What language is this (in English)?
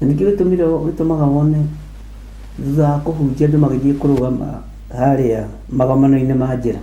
Kikuyu